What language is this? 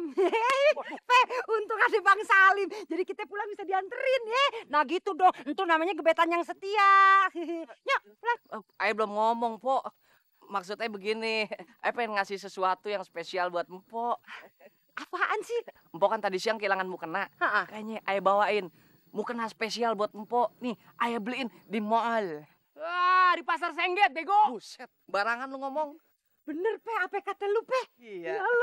Betawi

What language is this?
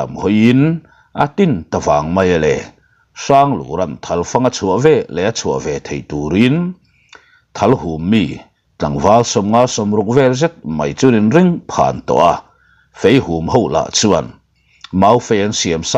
Mizo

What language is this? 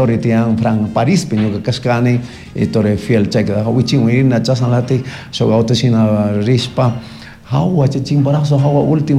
Chimborazo Highland Quichua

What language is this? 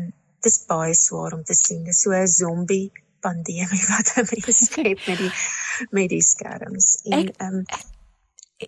Afrikaans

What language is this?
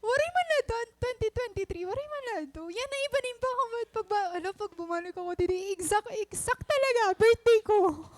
Waray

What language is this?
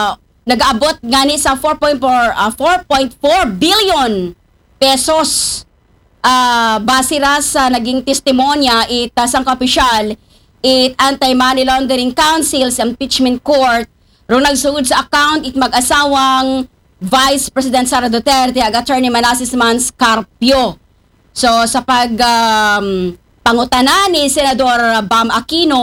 Aklanon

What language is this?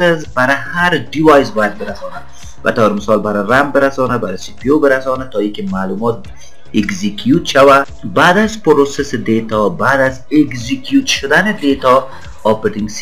Persian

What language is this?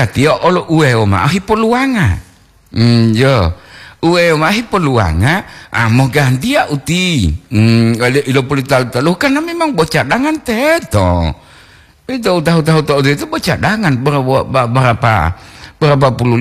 Gorontalo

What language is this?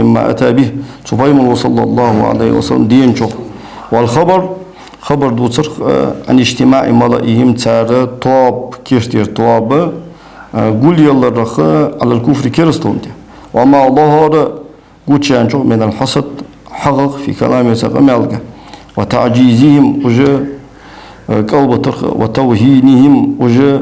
Ingush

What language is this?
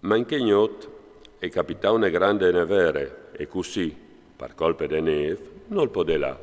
Friulian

